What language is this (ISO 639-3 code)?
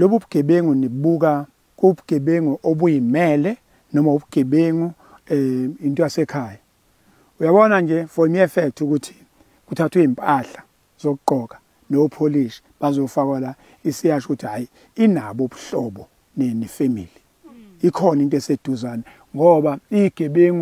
zul